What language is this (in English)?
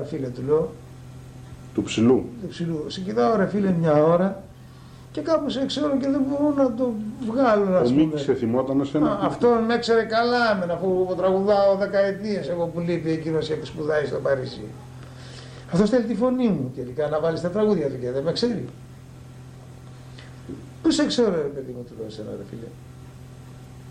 Greek